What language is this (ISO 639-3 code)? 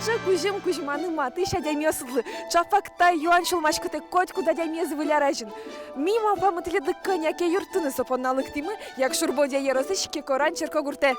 udm